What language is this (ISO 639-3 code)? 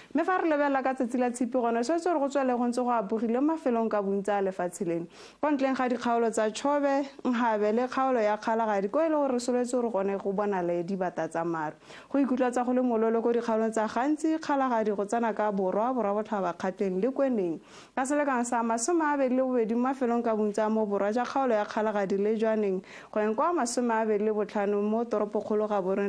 tsn